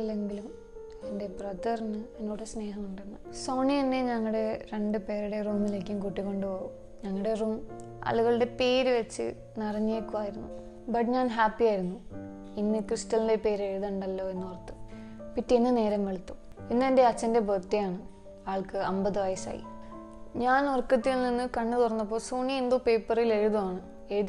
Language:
Malayalam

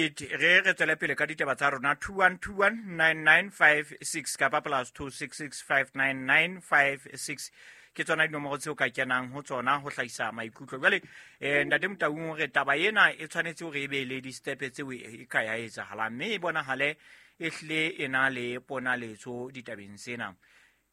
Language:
Southern Sotho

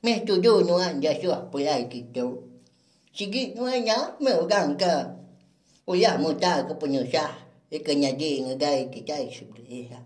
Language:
Iban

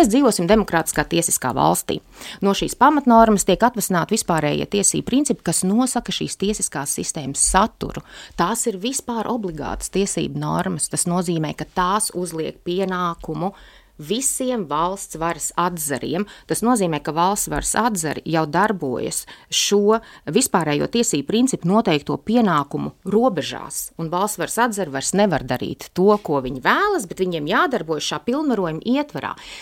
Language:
Latvian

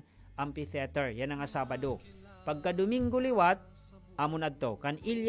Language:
Waray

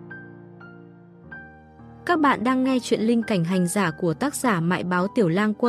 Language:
Vietnamese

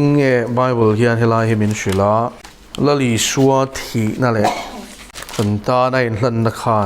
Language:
Mizo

